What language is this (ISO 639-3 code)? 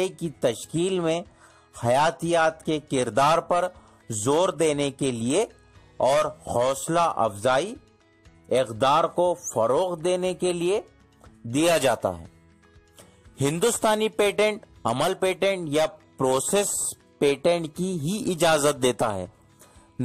urd